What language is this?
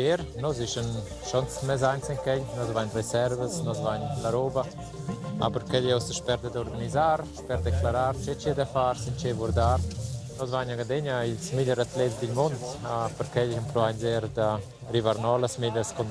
Romansh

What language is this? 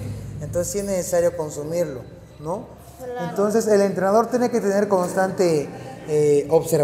Spanish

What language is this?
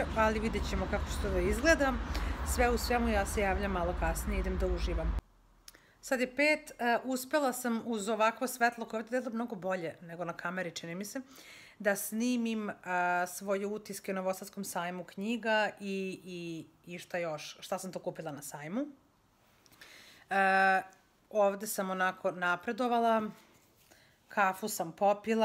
Serbian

